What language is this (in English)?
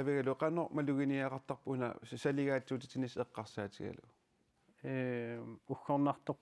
Kalaallisut